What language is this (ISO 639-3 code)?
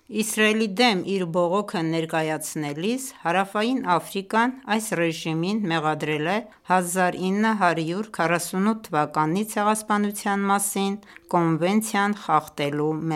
hye